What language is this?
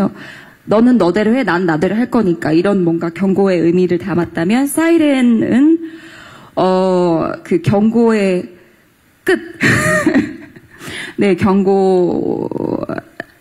Korean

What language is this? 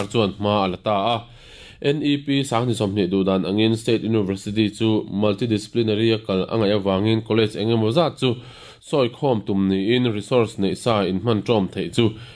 Mizo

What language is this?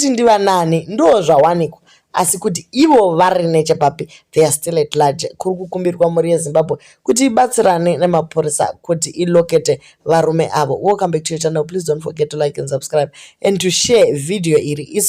Shona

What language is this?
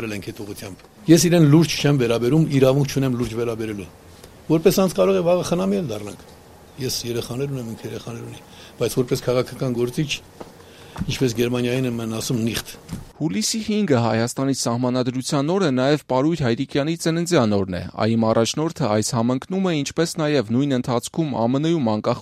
Armenian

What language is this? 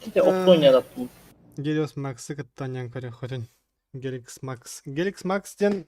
Yakut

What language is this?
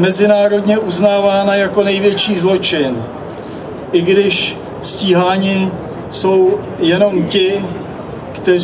Czech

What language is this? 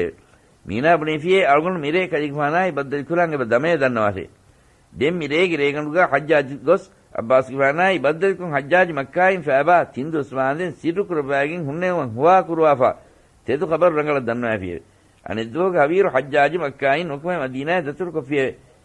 Divehi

